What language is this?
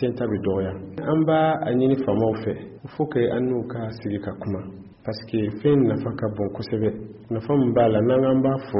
Bambara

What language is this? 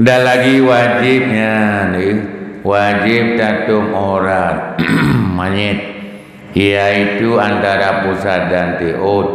Achinese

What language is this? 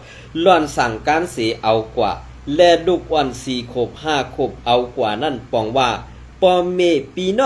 Shan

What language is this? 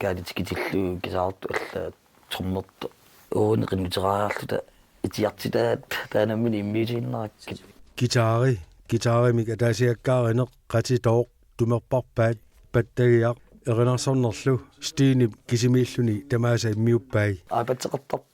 Kalaallisut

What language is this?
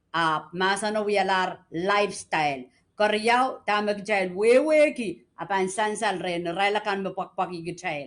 Pohnpeian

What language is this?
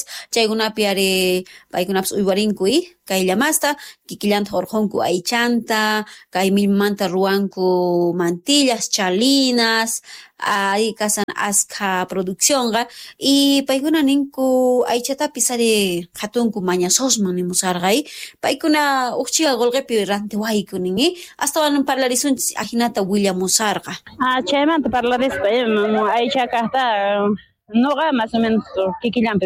South Bolivian Quechua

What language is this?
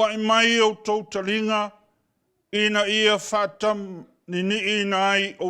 Samoan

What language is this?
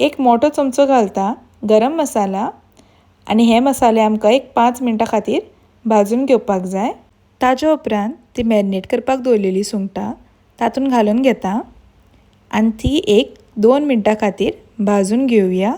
Konkani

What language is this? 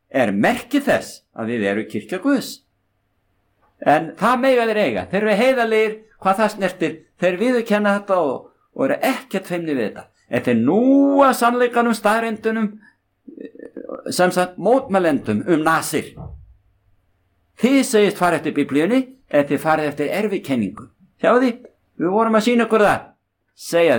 Icelandic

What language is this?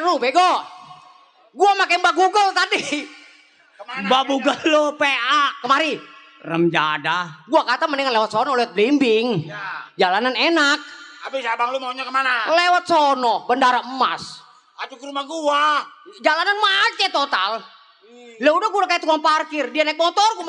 Betawi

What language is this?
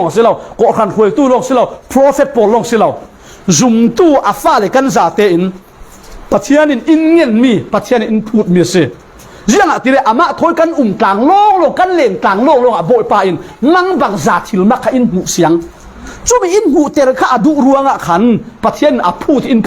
Falam Chin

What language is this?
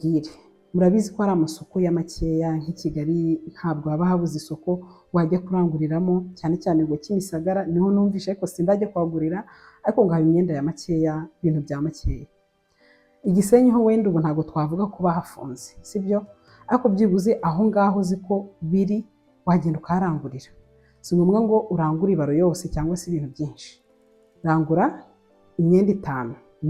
Kinyarwanda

